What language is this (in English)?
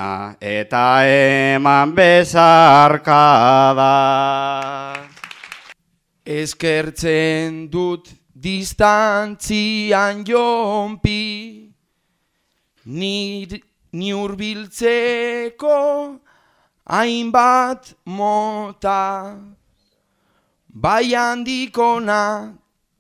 Basque